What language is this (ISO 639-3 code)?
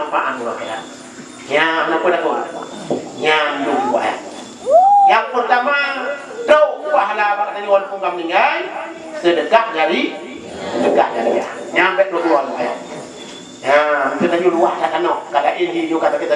ace